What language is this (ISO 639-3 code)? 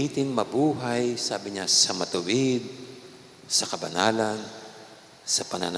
pam